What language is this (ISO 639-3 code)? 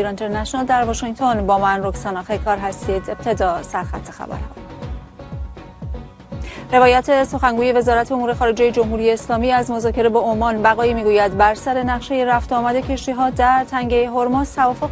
fas